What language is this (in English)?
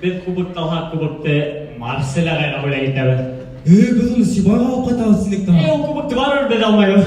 Bashkir